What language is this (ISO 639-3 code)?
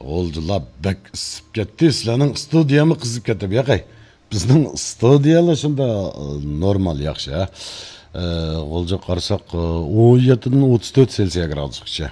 uig